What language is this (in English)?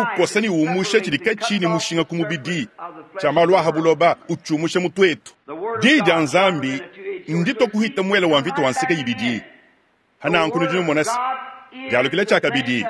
Luba-Lulua